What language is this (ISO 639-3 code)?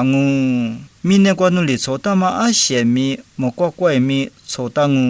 lis